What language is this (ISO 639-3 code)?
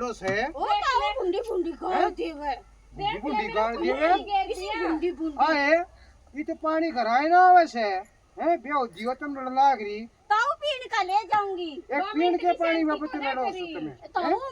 bgc